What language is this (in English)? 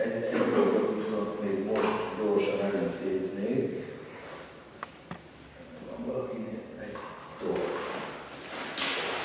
Hungarian